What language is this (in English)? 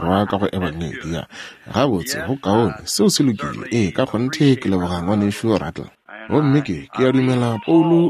Northern Sotho